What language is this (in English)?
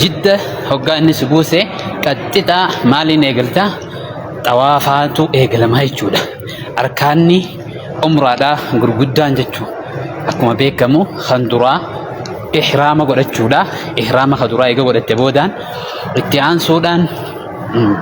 Oromo